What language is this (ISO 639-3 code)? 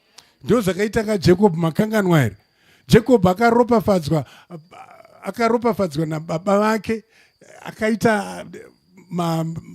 sna